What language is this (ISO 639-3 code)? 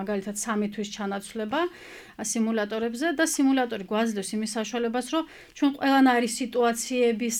kat